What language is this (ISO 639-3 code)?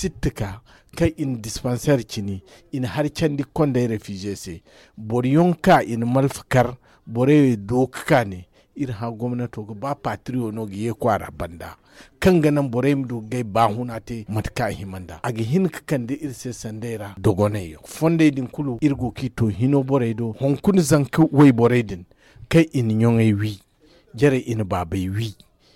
dje